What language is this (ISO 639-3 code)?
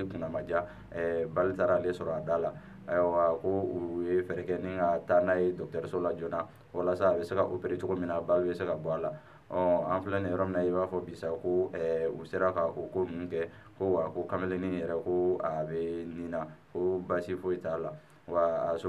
bam